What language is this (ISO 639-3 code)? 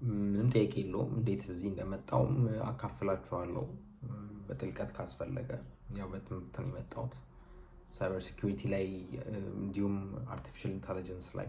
amh